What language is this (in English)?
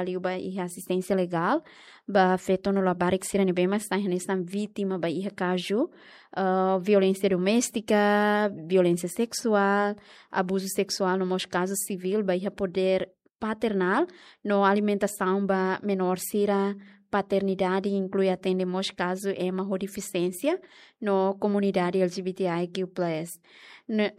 Tetum